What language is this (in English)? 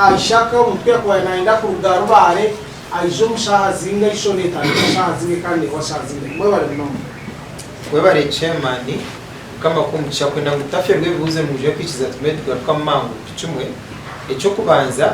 Nyankole